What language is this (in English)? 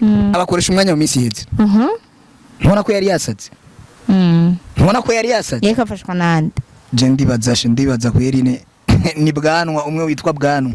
Rundi